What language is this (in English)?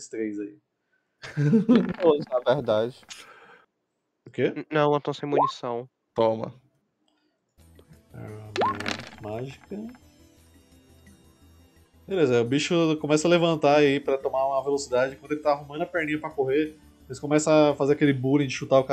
Portuguese